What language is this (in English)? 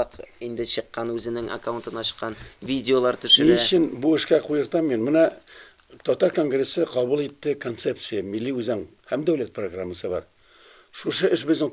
Tatar